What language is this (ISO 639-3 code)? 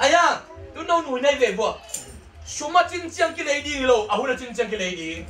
ctd